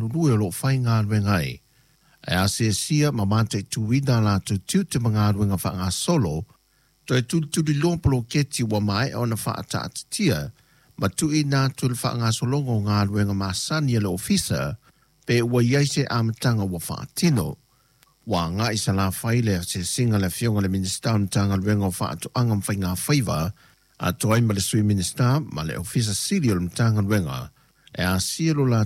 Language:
Samoan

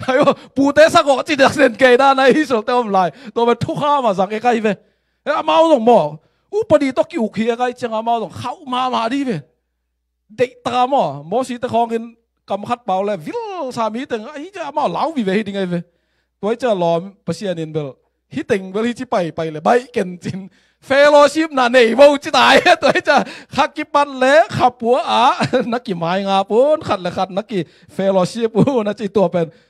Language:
Tedim Chin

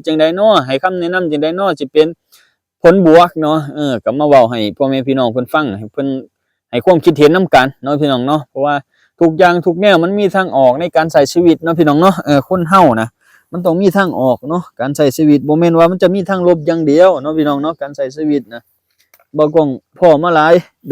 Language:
Lao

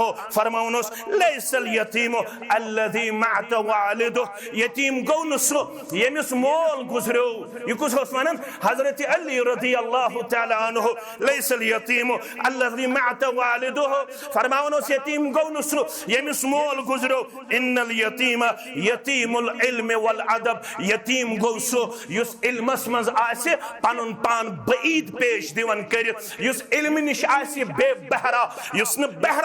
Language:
Kashmiri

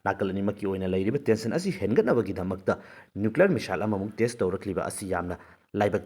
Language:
Manipuri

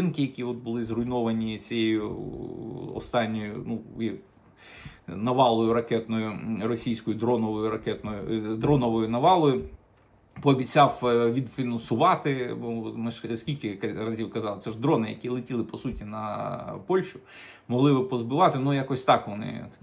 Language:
Ukrainian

